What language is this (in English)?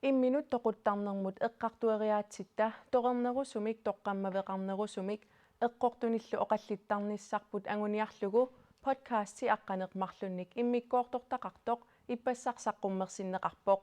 Kalaallisut